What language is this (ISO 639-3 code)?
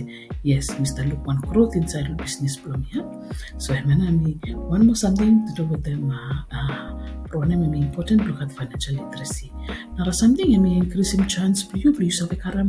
bis